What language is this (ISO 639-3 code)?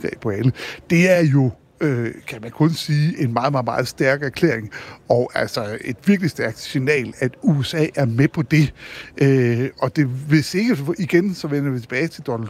dan